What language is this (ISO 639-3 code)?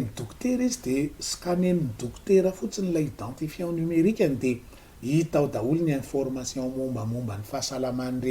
mlg